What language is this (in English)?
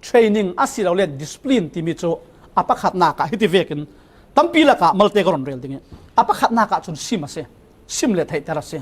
Falam Chin